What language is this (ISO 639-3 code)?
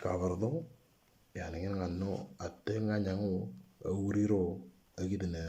mor